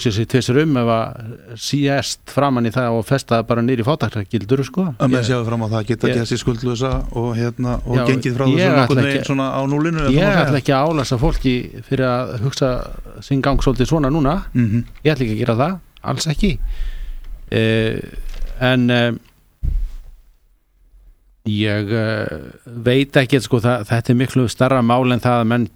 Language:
Icelandic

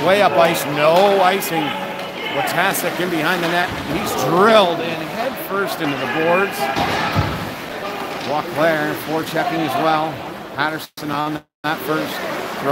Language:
English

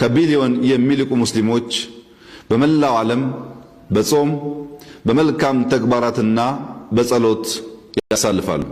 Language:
Amharic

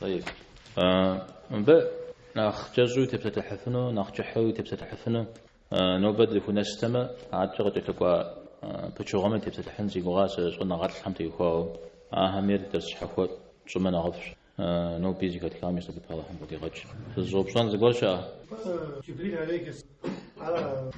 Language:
Kabardian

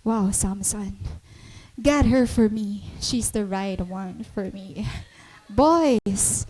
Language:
Waray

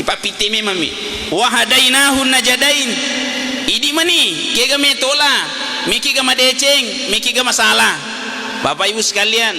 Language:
Buginese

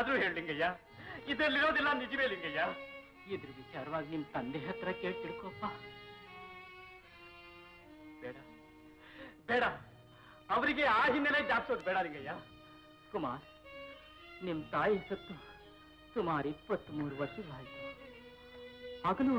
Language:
Kannada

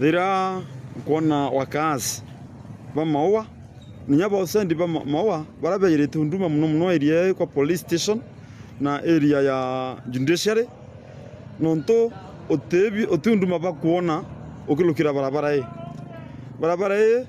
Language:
Meru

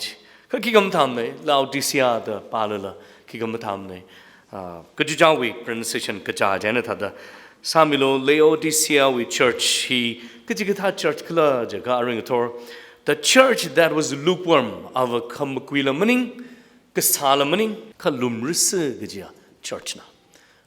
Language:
Tangkhul Naga (India)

